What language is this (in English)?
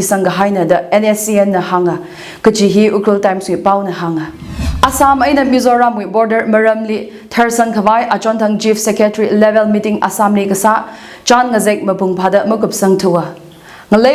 Tangkhul Naga (India)